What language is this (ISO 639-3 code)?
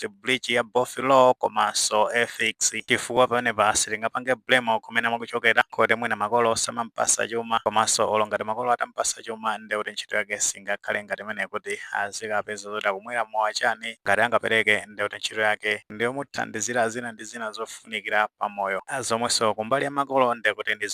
nya